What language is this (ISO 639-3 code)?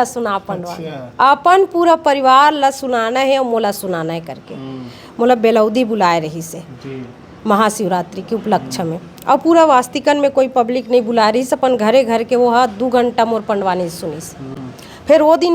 hne